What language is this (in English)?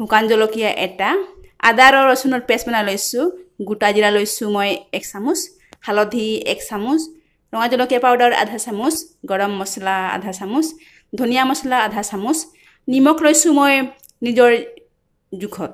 Assamese